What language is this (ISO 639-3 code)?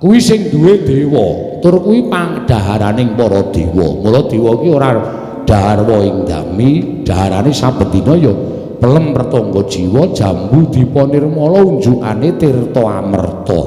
jav